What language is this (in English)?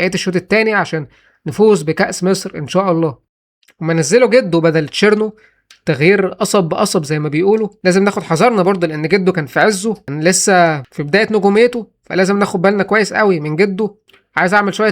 Egyptian Arabic